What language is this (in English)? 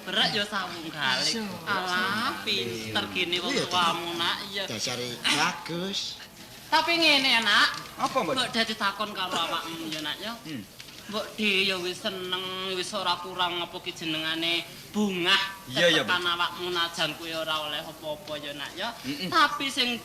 Javanese